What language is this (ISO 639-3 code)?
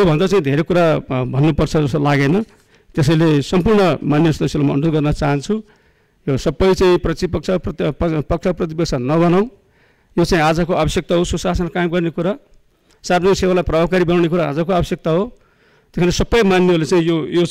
nep